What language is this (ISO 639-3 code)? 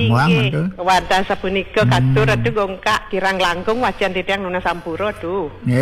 ban